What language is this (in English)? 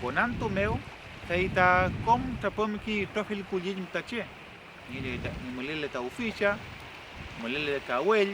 Mapuche